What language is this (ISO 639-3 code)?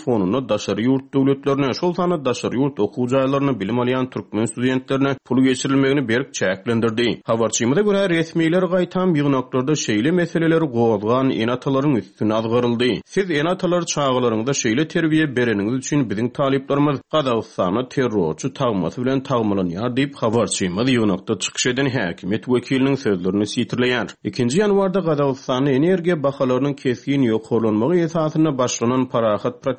tuk